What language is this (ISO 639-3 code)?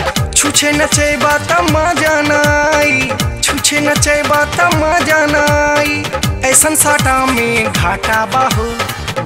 bho